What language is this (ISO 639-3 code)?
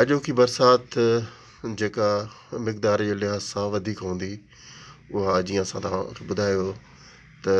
snd